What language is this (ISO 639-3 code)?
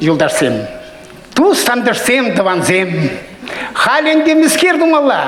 chv